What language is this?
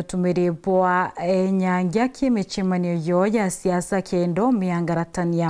Meru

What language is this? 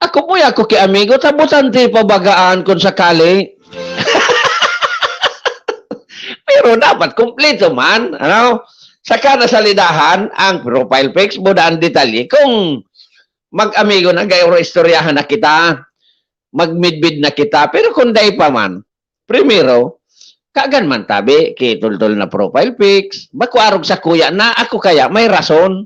Bikol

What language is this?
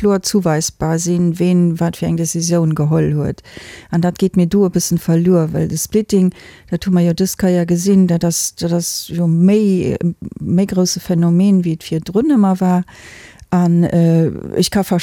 Luxembourgish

